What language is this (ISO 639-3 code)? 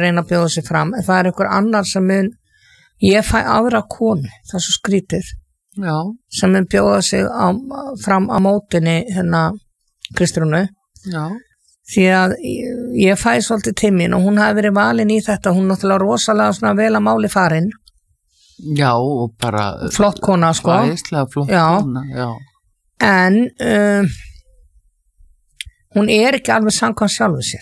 isl